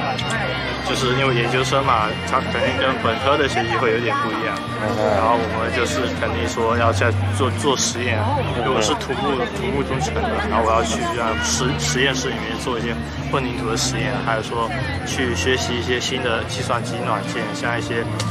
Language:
Chinese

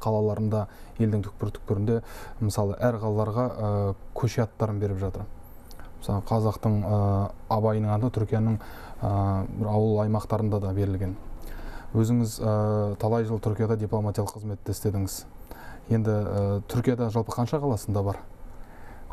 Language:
Kazakh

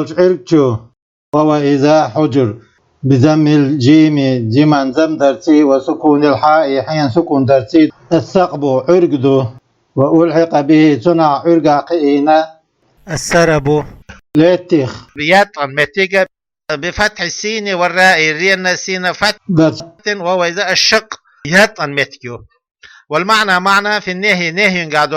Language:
Chechen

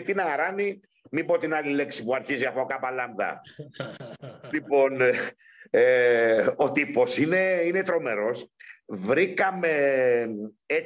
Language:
Greek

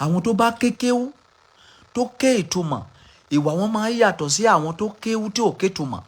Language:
Yoruba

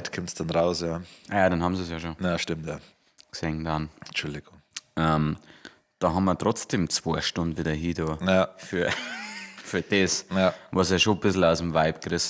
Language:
Bavarian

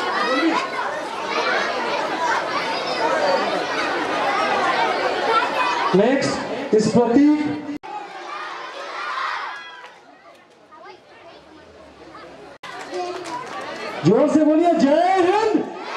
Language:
Hindi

